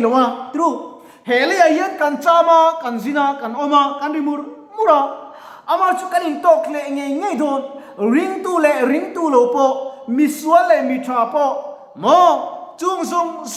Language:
Mizo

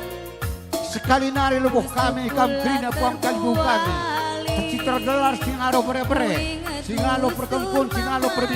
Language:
Batak Karo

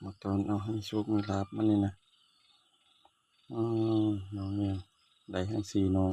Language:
Lao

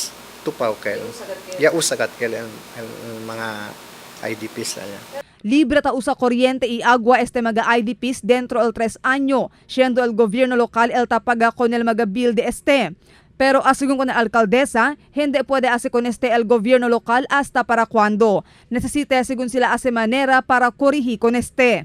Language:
Chavacano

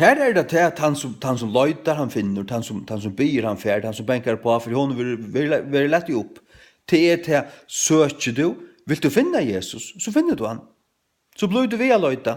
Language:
Faroese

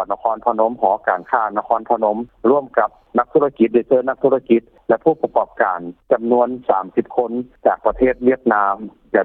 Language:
Lao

